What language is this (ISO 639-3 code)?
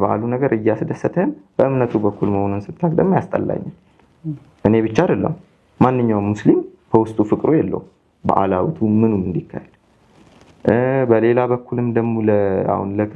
amh